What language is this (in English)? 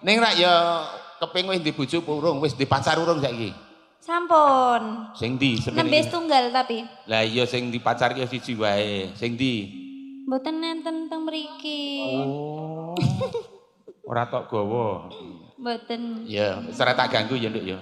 Javanese